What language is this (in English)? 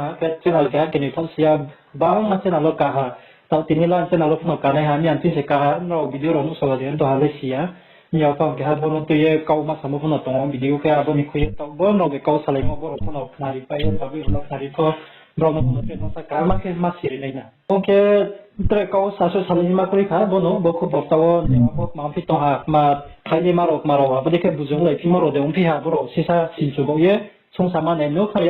Riang (India)